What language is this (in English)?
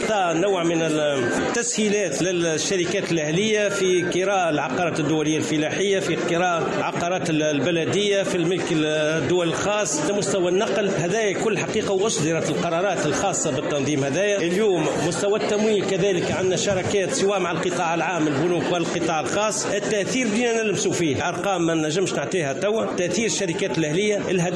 Tunisian Arabic